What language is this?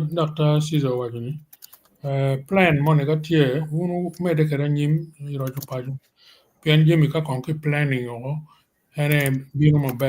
Acoli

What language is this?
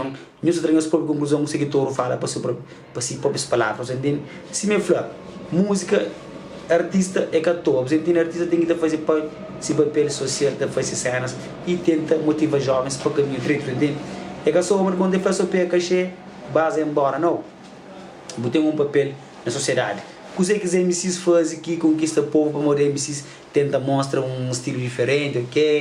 Kabuverdianu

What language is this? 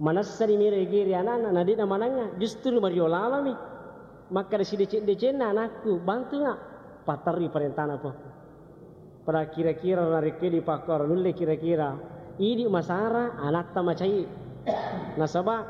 Buginese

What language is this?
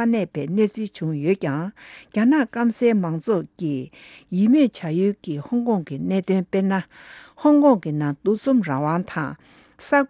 Tibetan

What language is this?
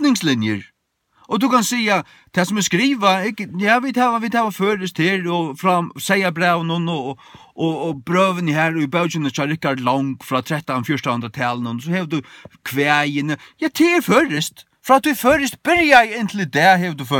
Faroese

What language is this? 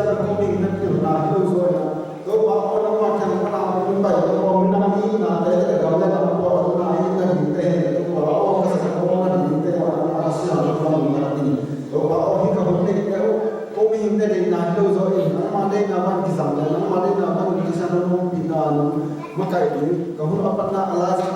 Tedim Chin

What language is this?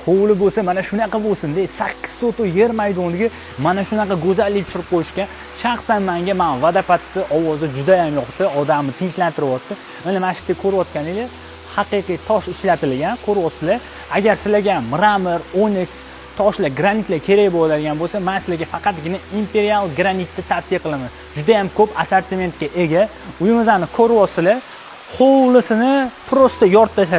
Uzbek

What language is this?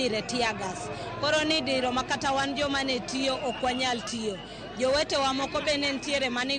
Luo (Kenya and Tanzania)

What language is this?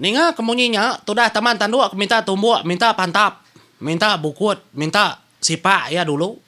Iban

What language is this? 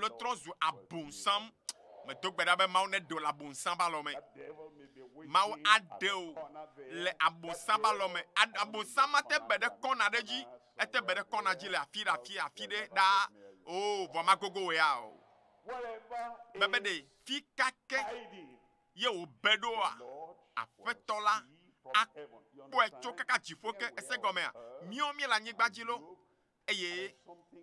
Ewe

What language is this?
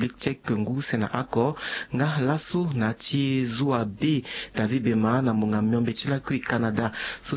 Sango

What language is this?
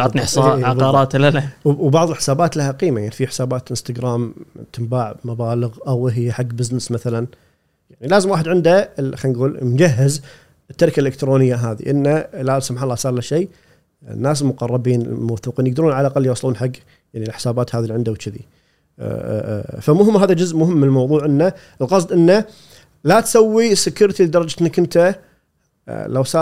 Gulf Arabic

